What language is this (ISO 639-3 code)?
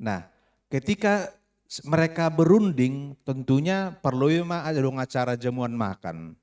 bts